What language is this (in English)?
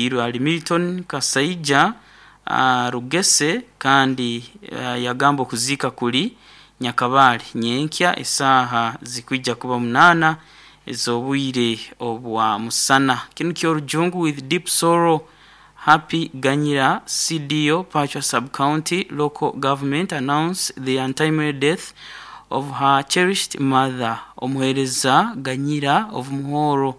Nyoro